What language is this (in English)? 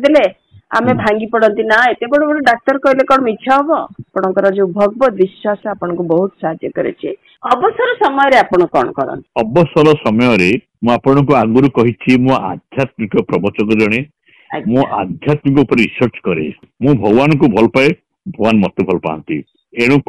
Odia